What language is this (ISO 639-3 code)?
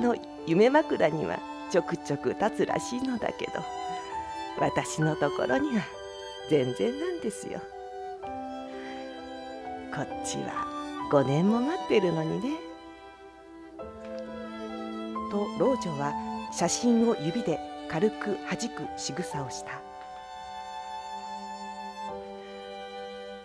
jpn